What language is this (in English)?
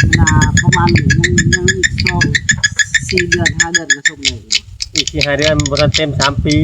Northeastern Thai